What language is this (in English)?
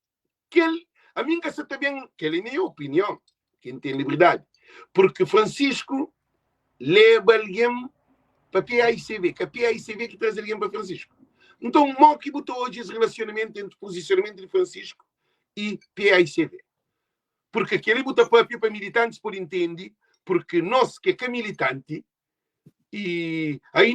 Kabuverdianu